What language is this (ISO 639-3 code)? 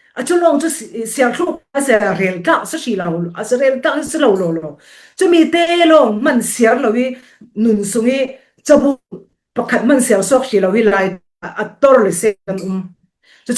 cfm